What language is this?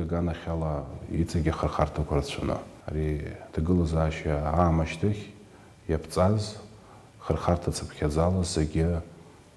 Abkhazian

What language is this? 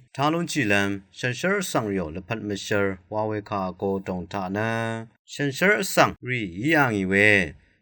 Rawang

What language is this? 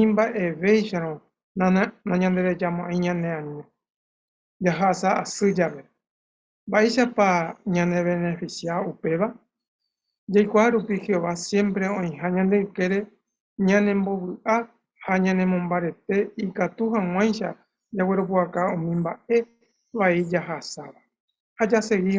Guarani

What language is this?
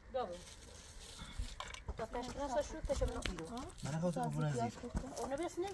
Persian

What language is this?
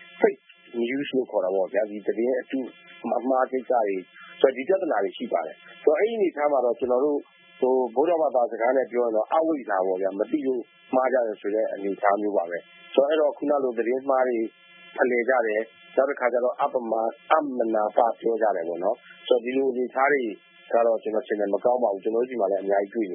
Burmese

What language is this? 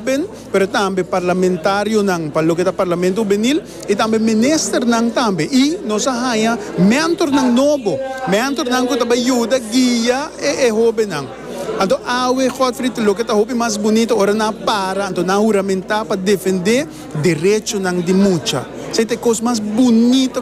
Papiamento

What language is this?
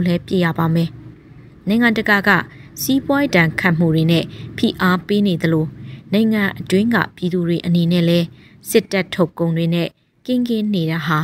Burmese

